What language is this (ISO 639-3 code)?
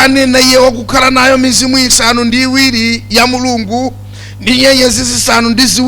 nya